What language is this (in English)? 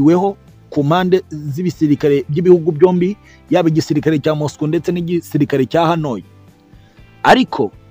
Kinyarwanda